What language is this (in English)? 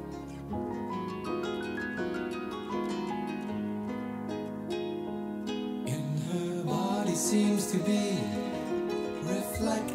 English